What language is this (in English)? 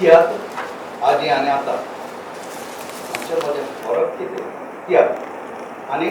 Konkani